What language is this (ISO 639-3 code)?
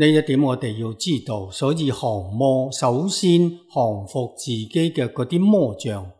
yue